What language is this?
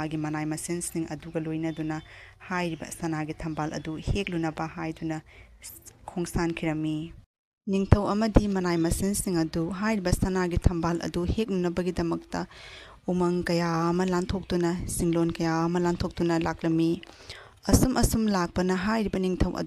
Manipuri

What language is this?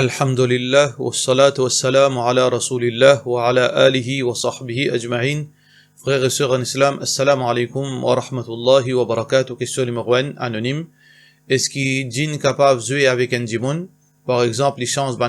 Morisyen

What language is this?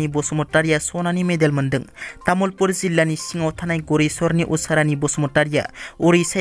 Bodo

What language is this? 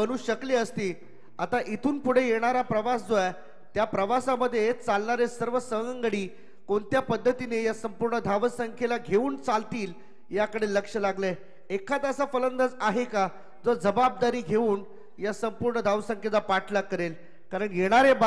Marathi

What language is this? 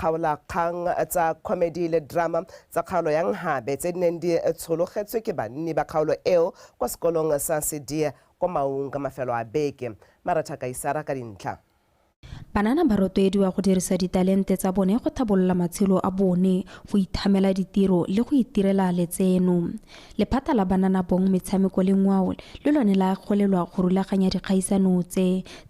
Tswana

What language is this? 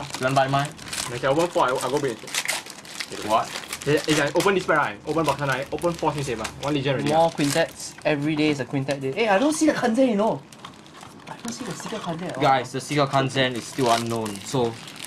English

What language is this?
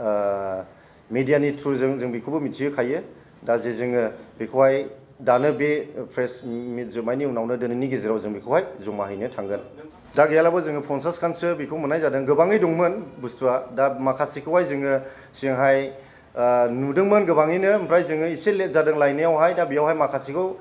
Bodo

